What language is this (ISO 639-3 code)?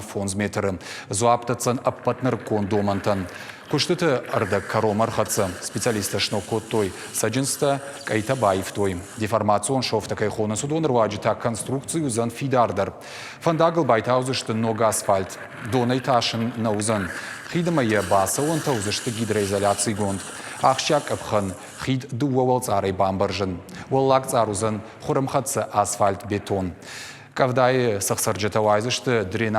oss